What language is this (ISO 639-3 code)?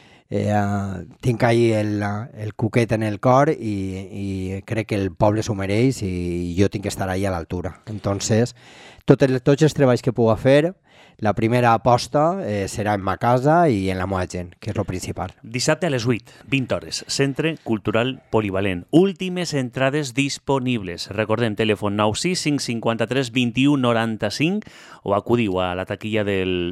cat